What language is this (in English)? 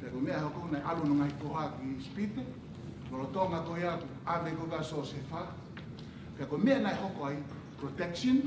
Tongan